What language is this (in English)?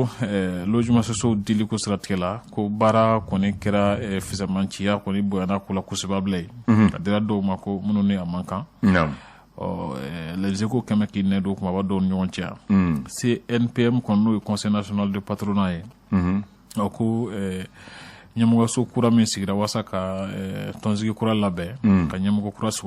Bambara